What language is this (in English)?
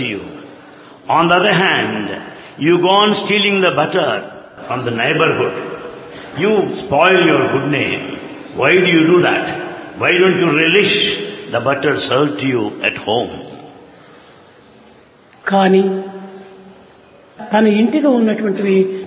Telugu